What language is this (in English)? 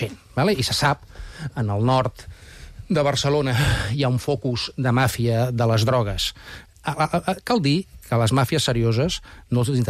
Catalan